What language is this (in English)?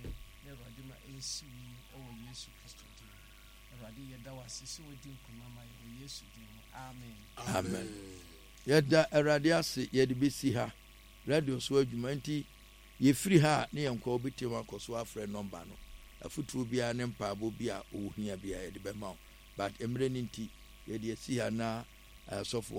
Akan